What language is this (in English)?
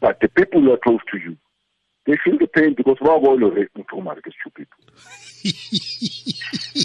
Tswana